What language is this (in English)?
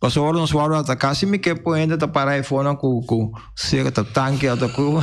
Papiamento